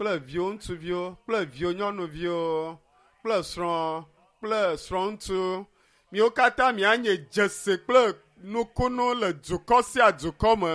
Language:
Ewe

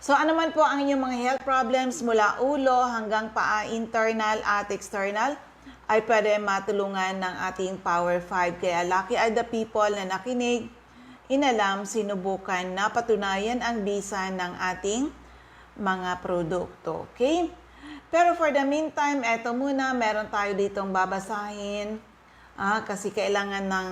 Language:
Bikol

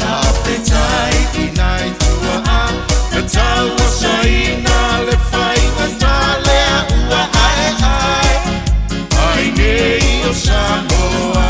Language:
Samoan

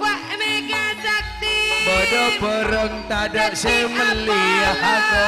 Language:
Madurese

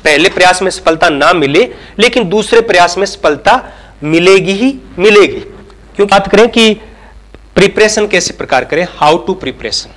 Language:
Hindi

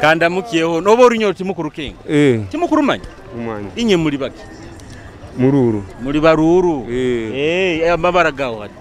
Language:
Nyoro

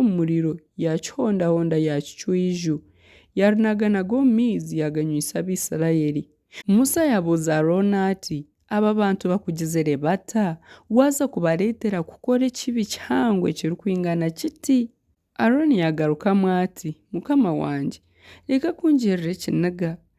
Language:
Nyankole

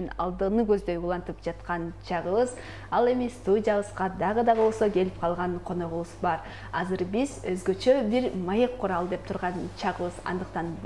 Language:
Kyrgyz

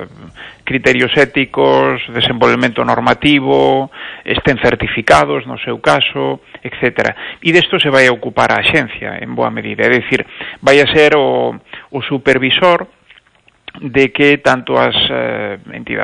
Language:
Galician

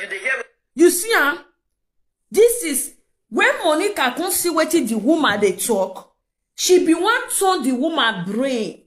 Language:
Nigerian Pidgin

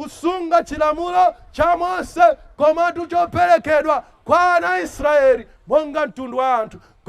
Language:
Nyanja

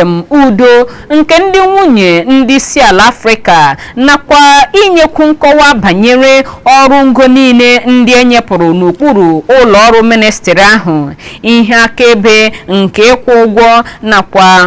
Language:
Igbo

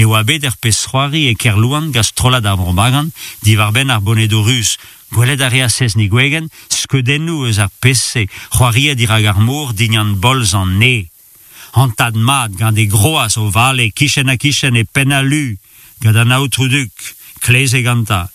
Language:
Breton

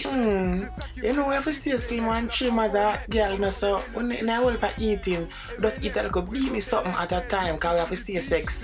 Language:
Jamaican Creole English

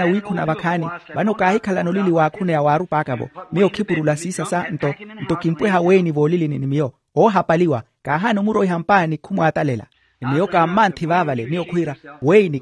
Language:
Makhuwa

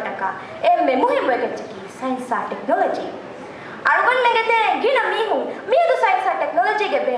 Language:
Divehi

